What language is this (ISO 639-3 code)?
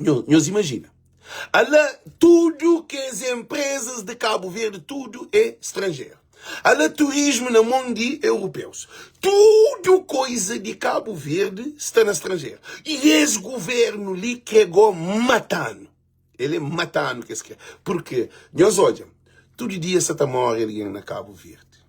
kea